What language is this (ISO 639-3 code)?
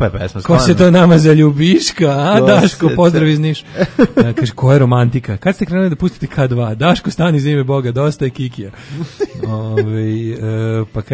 srp